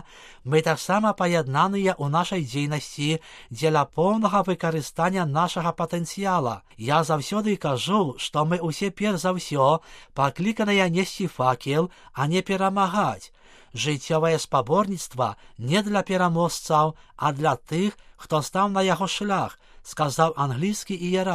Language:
Belarusian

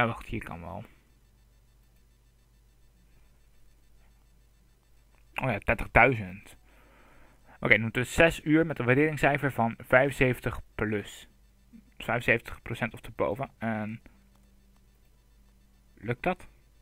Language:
Dutch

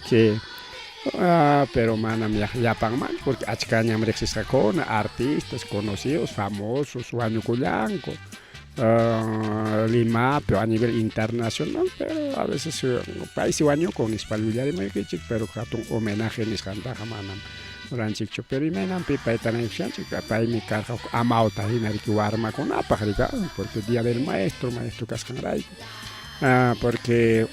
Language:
Ayacucho Quechua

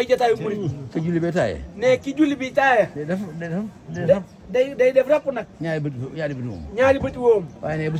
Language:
Wolof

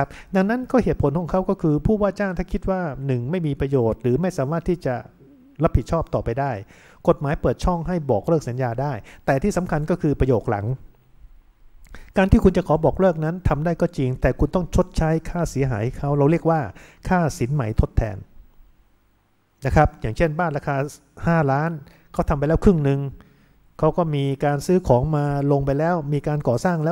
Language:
Thai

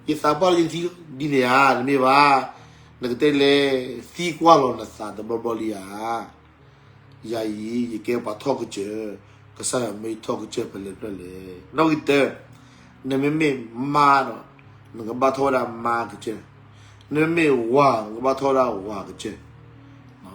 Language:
S'gaw Karen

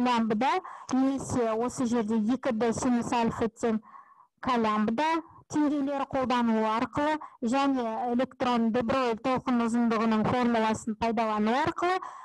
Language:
Kazakh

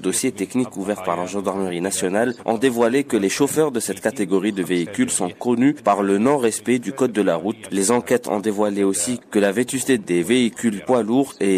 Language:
French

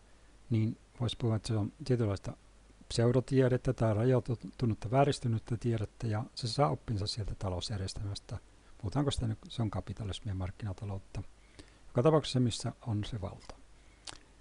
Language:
Finnish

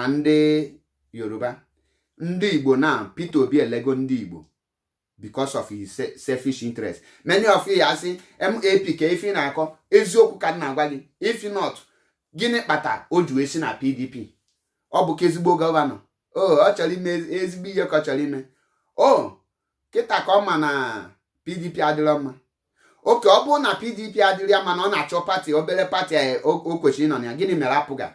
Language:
Igbo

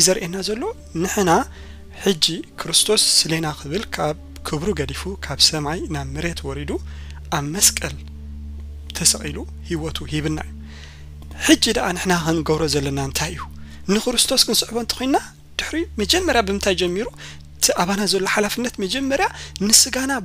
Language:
Tigrinya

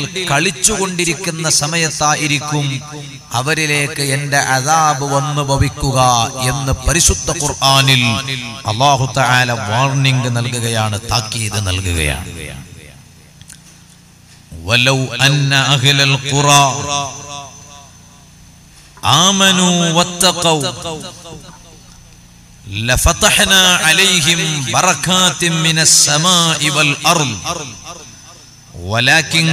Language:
Malayalam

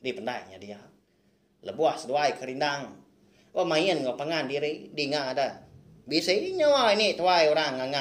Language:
Iban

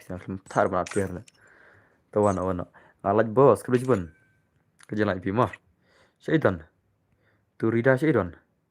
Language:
Khasi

